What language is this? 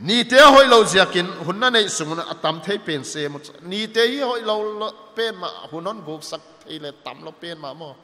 Paite Chin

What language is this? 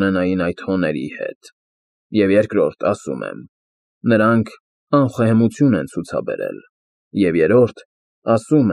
Armenian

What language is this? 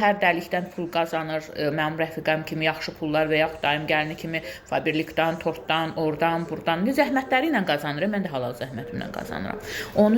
Azerbaijani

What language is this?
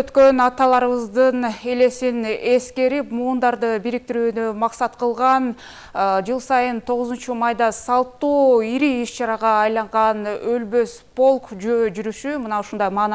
Kyrgyz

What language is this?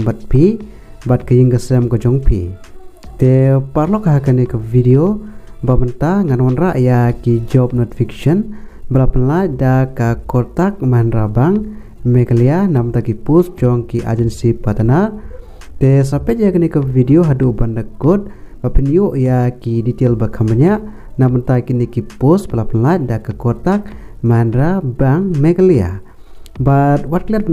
Khasi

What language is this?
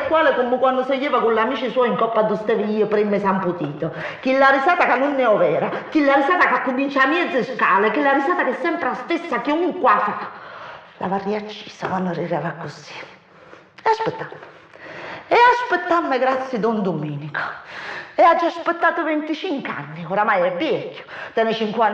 Neapolitan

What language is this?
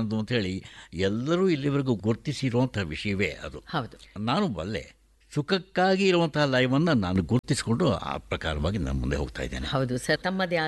Kannada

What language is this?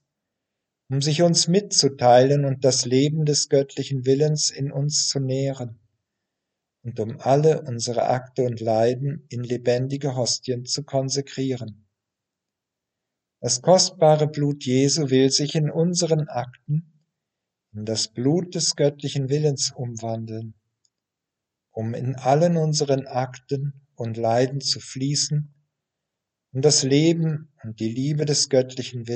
German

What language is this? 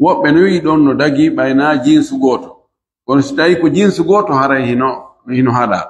Pular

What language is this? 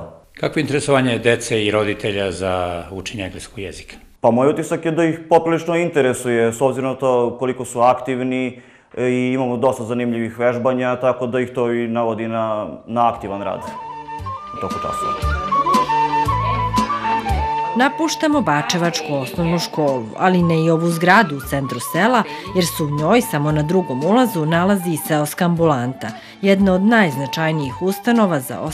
Serbian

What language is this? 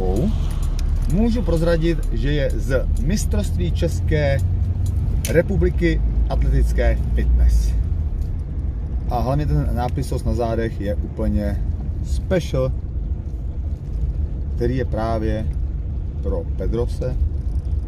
Czech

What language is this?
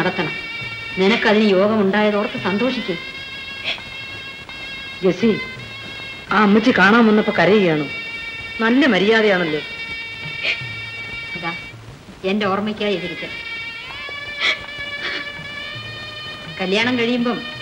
Malayalam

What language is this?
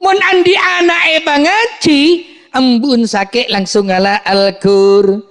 Madurese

